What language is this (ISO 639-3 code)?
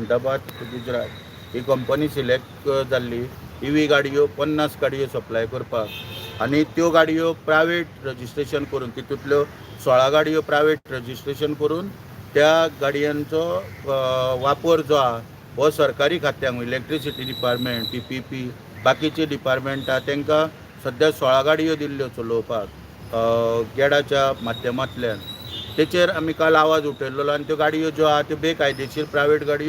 kok